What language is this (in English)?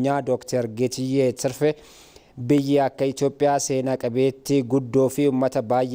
Oromo